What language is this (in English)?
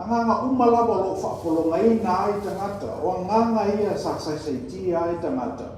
Samoan